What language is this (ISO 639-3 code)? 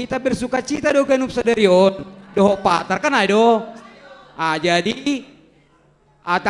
bts